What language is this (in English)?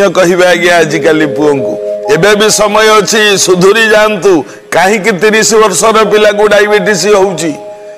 Odia